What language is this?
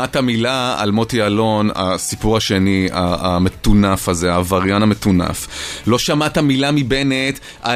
Hebrew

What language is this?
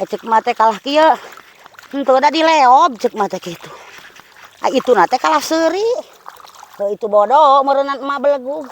Sundanese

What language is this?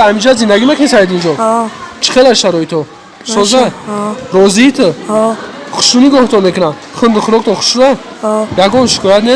Tajik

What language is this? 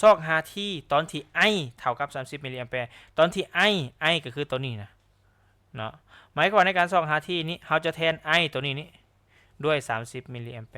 Lao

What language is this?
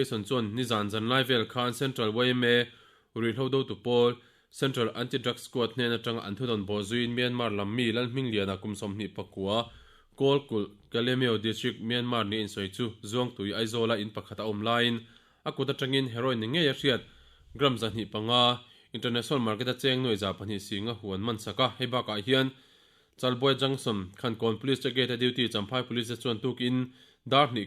Mizo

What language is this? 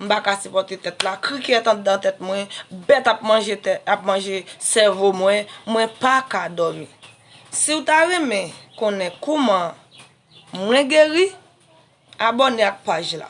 Haitian Creole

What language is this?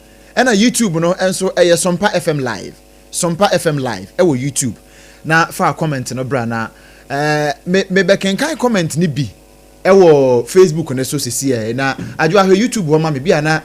Akan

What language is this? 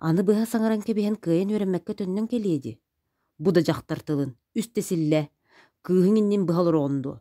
Yakut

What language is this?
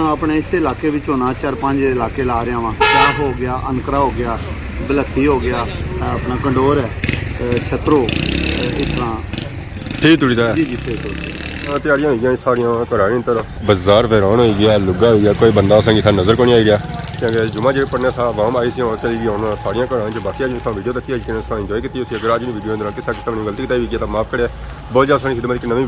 Pahari-Potwari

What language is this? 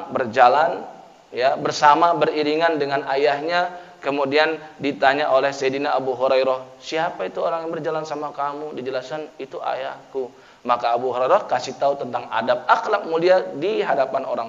Indonesian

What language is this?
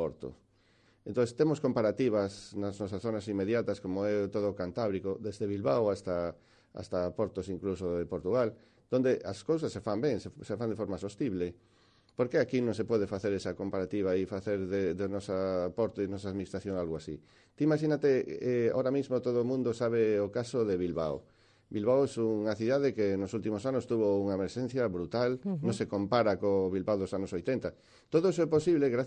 Galician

